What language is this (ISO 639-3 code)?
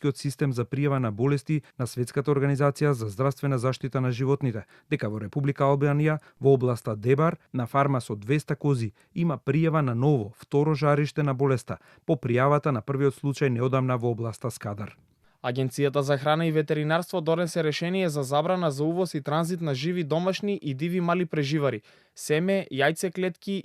mkd